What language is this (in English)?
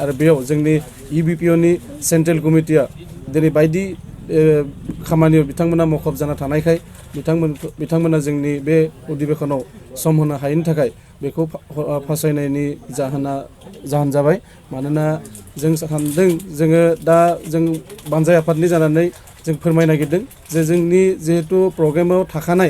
Bodo